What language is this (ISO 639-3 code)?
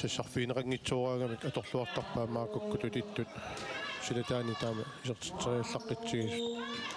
kal